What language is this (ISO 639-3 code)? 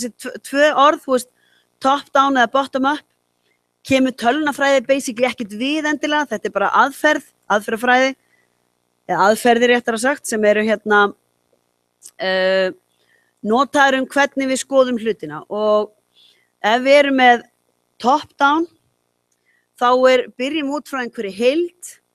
isl